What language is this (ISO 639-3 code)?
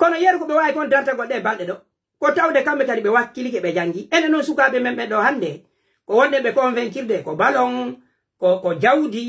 fuf